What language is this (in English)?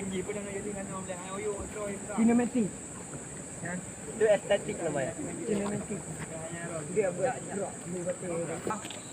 Achinese